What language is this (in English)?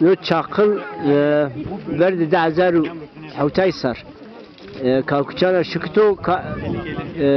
Zaza